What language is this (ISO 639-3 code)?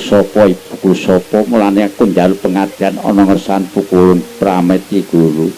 jav